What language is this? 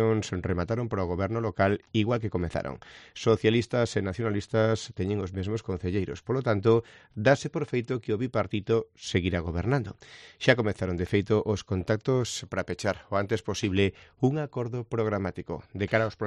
Galician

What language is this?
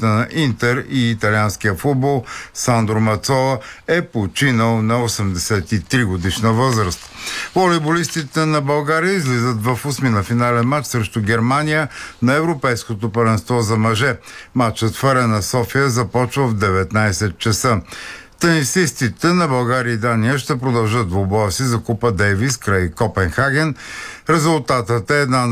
Bulgarian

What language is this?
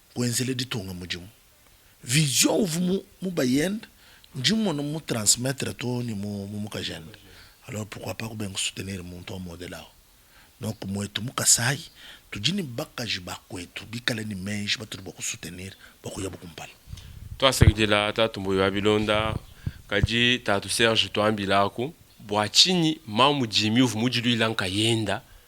Luba-Lulua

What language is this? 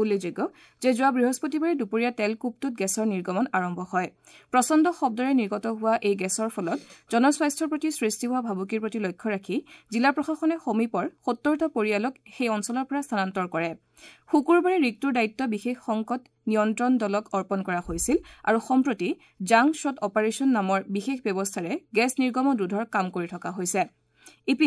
Assamese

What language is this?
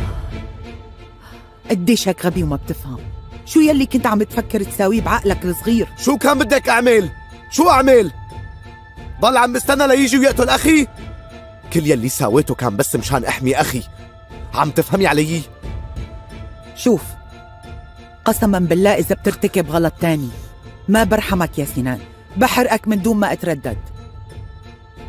North Levantine Arabic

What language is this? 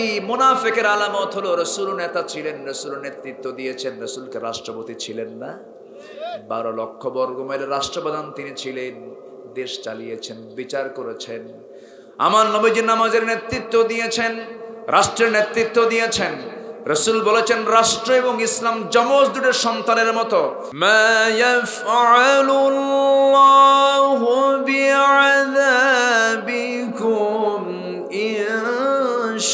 Bangla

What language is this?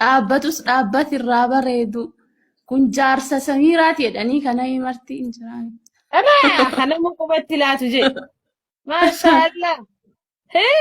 Oromo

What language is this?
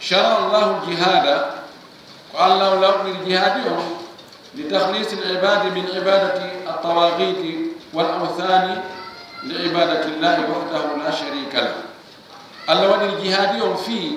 Fula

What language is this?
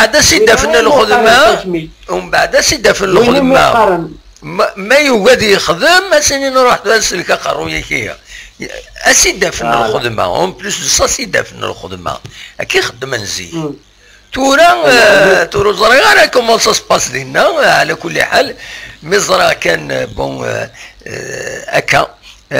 Kabyle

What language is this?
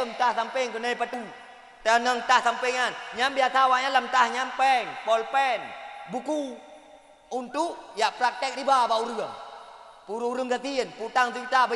Achinese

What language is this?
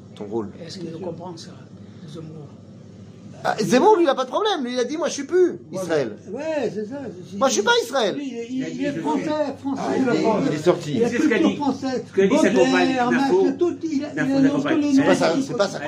French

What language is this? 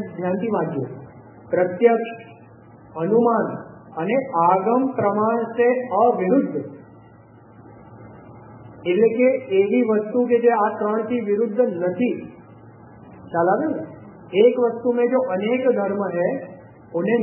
Gujarati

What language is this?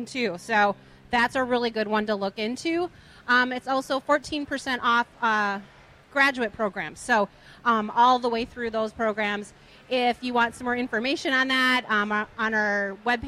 English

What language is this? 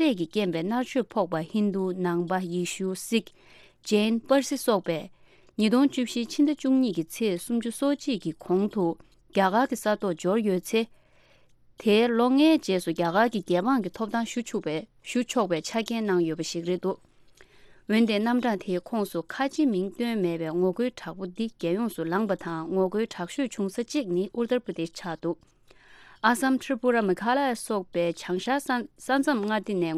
Tibetan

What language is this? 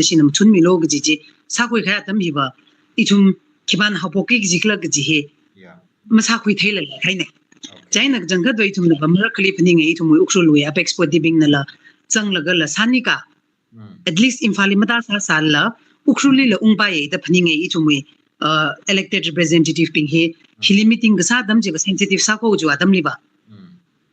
Tangkhul Naga (India)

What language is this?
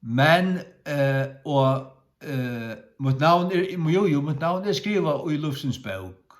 Faroese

